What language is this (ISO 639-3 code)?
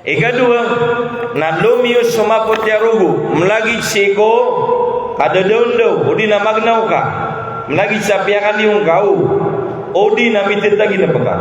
mrw